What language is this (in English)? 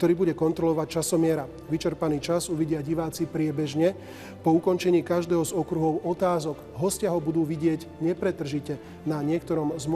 Slovak